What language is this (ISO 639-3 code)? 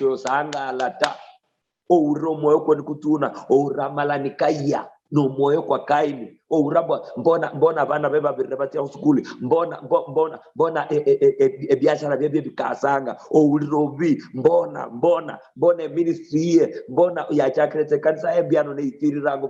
luy